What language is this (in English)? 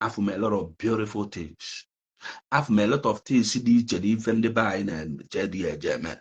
Igbo